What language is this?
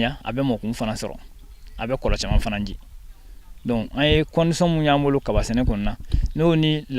Bambara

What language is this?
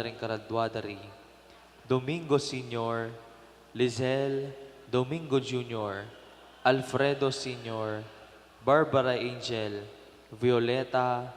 Pampanga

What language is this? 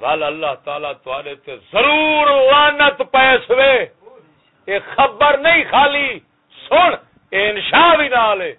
Saraiki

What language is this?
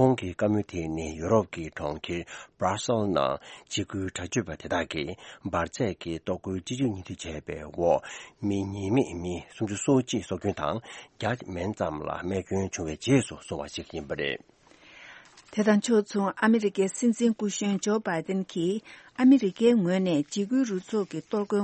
Tibetan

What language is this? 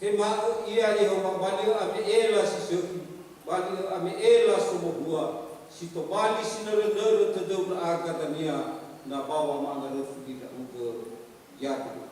Nias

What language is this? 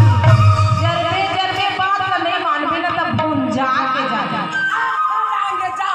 Chhattisgarhi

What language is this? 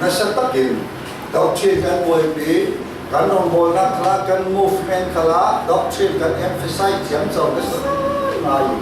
Falam Chin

